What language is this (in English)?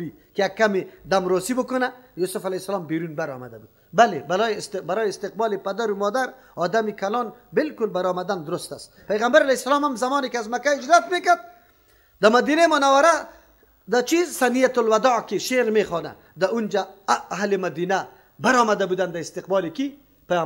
Persian